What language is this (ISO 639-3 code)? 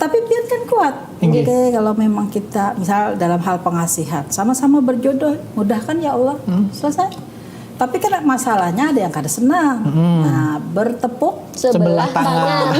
bjn